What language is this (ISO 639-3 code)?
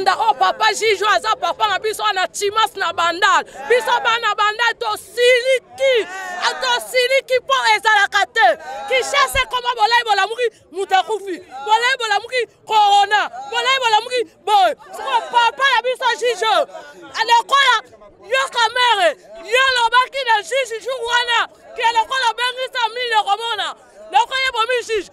lin